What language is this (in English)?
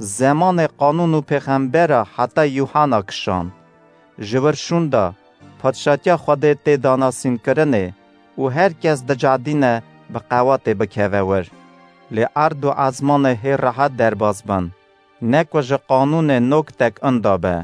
Kurdish